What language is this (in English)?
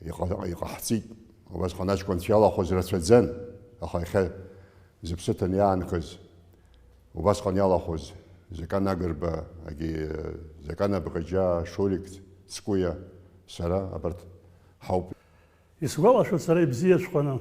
Abkhazian